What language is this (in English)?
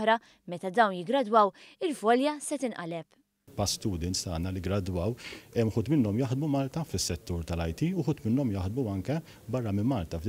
Maltese